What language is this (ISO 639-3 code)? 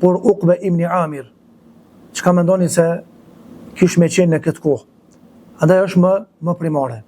sqi